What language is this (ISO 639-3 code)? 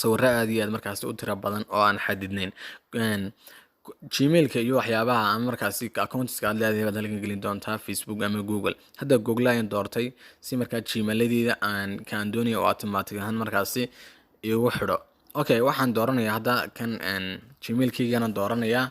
som